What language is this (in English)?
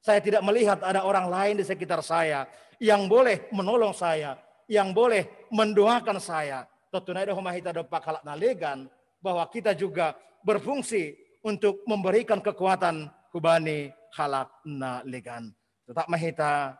Batak Simalungun